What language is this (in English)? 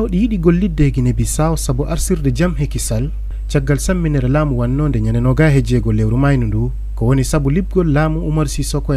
Fula